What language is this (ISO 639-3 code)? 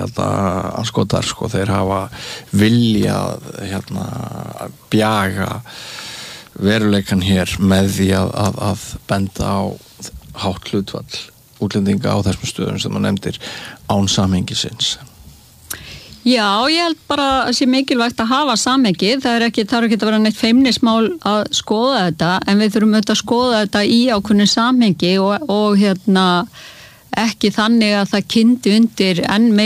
isl